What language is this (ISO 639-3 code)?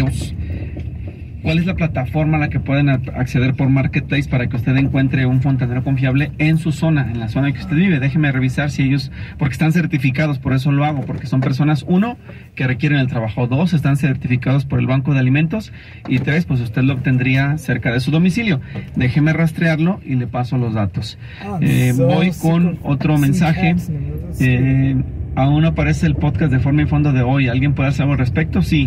spa